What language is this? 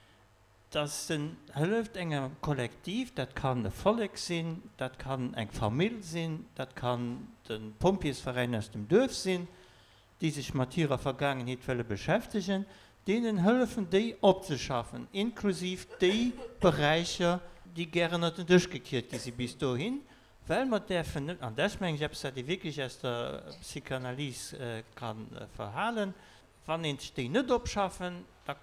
Luxembourgish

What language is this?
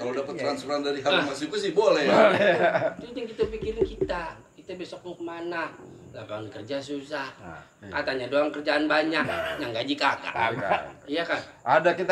Betawi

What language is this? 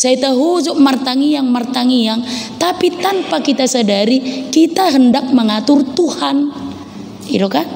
Batak Toba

